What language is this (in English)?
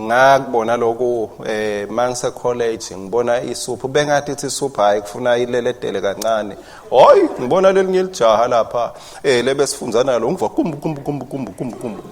Swati